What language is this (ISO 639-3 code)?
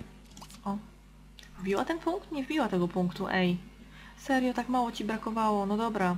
pol